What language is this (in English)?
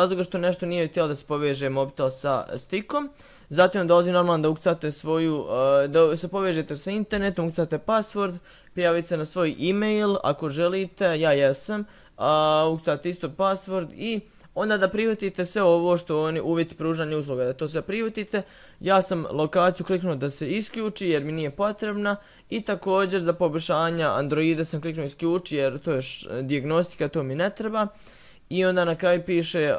Bosnian